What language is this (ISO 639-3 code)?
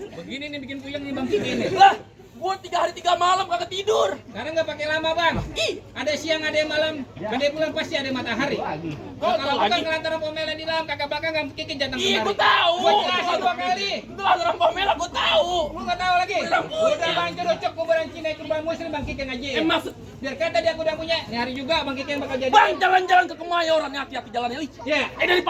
bew